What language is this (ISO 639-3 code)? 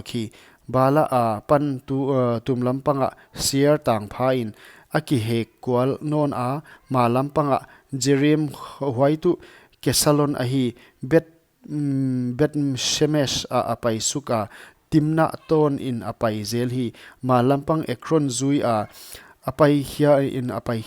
pck